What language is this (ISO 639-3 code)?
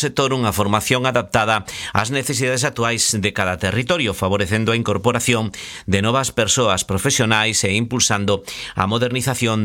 glg